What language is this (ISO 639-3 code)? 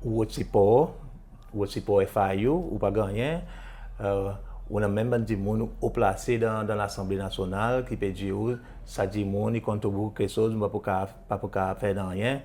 crs